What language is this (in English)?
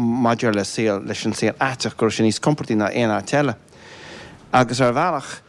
Irish